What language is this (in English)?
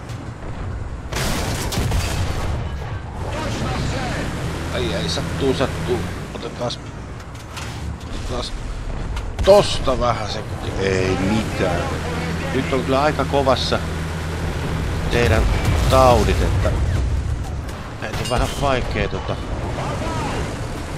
Finnish